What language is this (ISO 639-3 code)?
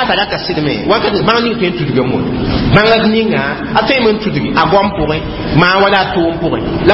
mos